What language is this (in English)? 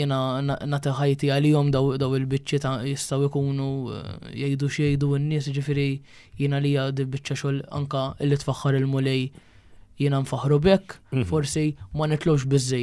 Maltese